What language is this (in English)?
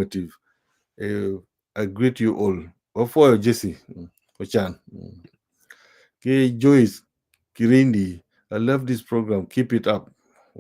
Acoli